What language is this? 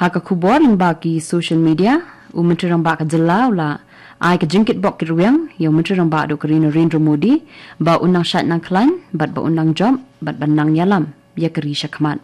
Khasi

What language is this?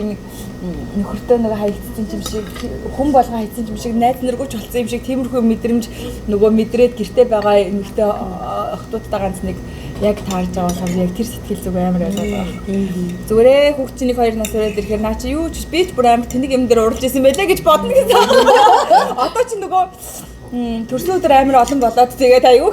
Mongolian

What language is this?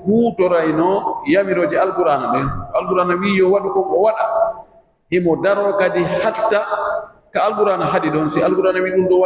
Pular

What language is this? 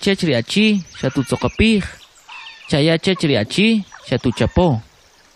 Kʼicheʼ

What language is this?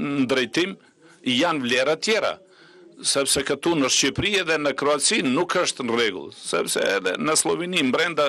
Albanian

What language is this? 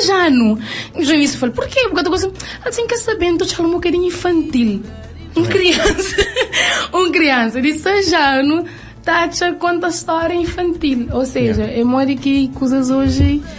Kabuverdianu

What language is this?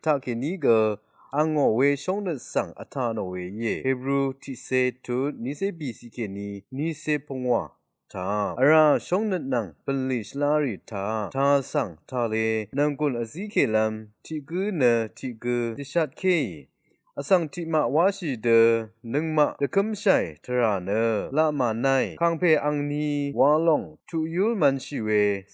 Rawang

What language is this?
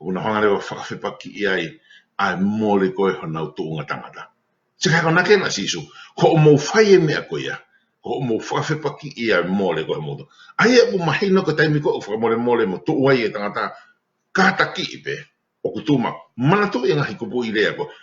Tongan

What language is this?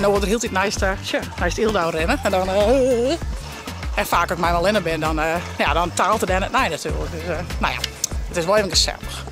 Western Frisian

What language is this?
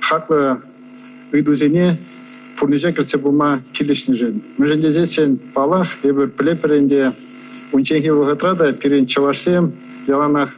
Chuvash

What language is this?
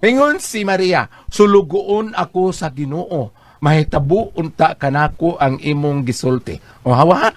Cebuano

